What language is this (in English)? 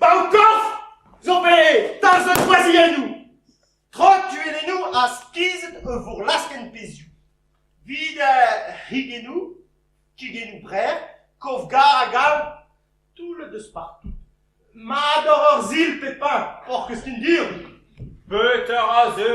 Breton